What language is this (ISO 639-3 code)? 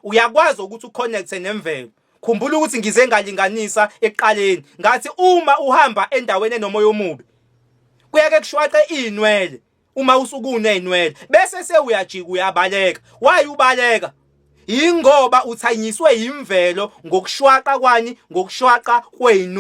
zul